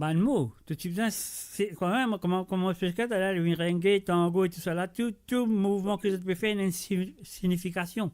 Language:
Morisyen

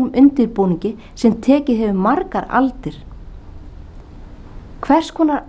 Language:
Icelandic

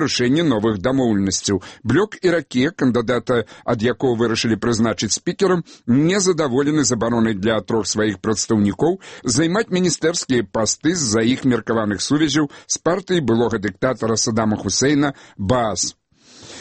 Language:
Belarusian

